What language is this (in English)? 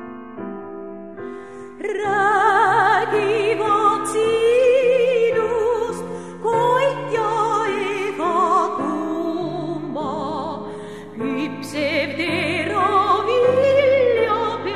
Estonian